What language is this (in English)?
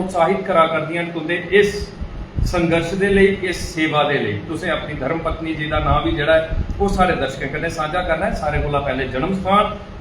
Dogri